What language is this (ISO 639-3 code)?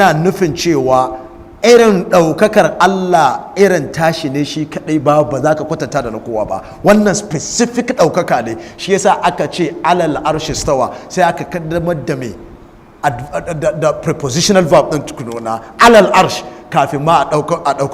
hau